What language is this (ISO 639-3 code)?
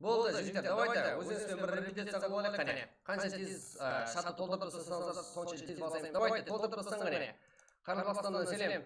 kaa